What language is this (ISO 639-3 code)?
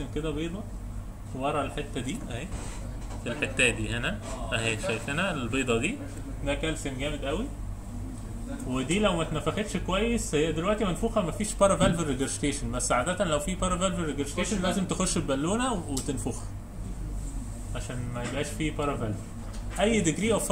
arz